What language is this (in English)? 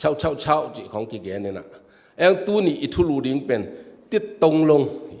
Tedim Chin